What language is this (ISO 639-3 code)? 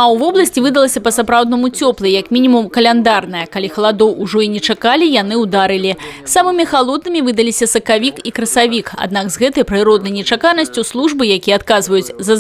bel